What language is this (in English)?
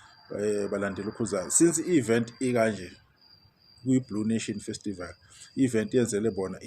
Zulu